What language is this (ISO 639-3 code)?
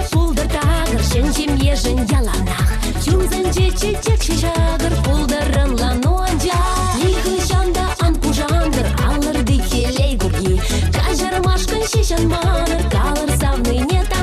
chv